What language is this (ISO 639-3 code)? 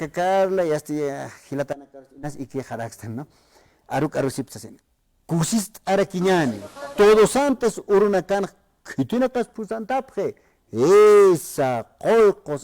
aym